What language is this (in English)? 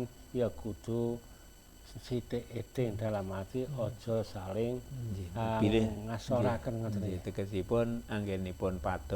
Javanese